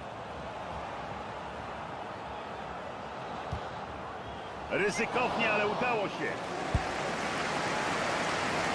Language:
Polish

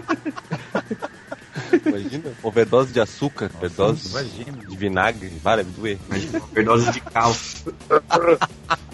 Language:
Portuguese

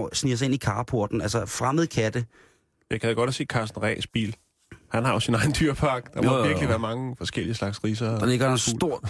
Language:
Danish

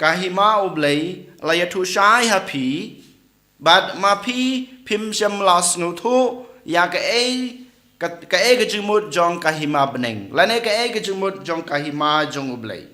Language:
Khasi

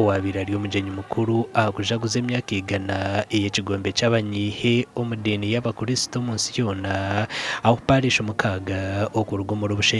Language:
Nyankole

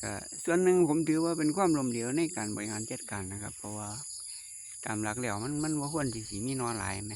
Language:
Northeastern Thai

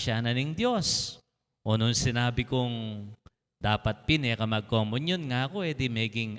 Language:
Pampanga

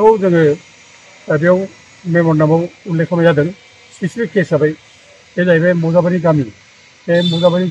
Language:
Bodo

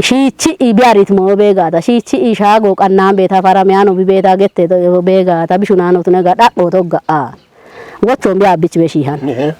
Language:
Kafa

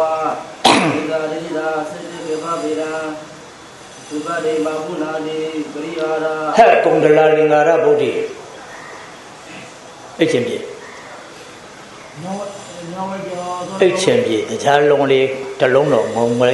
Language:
Burmese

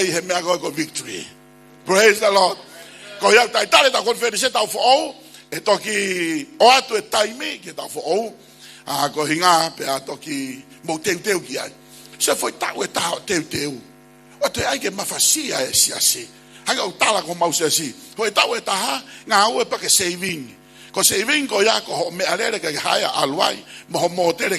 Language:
Tongan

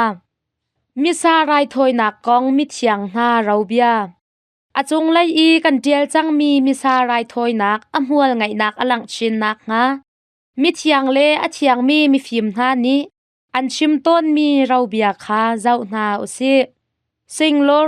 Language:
Hakha Chin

